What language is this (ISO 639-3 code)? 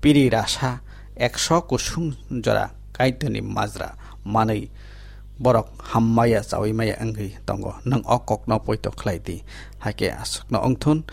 trp